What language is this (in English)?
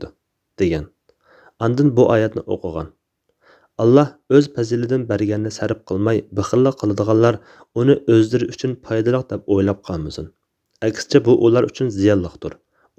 Uyghur